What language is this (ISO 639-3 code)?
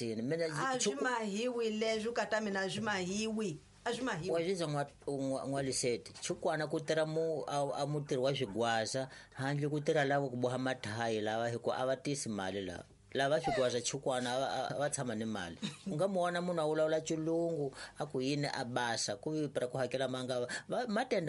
tso